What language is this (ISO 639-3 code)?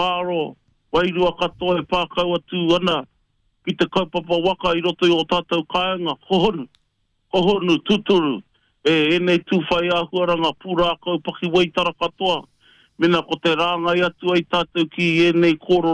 mri